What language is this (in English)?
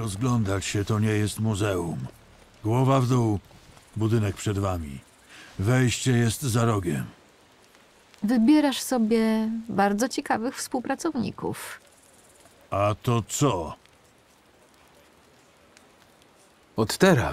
Polish